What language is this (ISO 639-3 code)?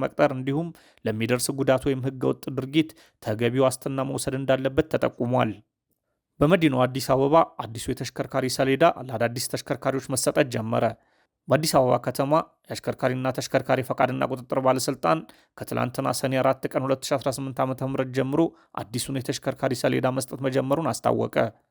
amh